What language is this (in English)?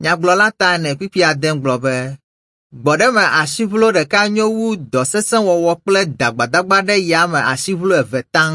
Ewe